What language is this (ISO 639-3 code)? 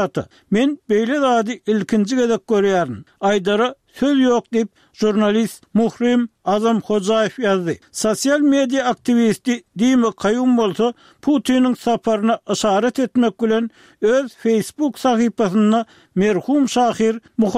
tuk